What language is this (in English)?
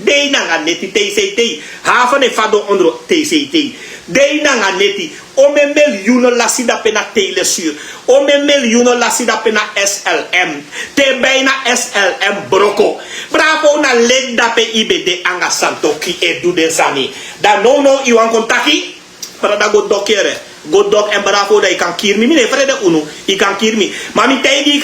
Sranan Tongo